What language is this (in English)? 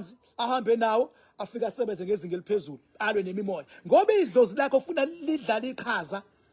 Zulu